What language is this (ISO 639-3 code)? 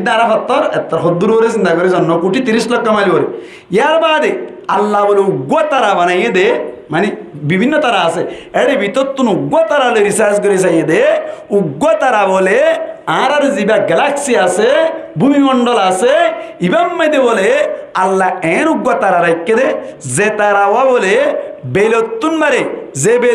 rhg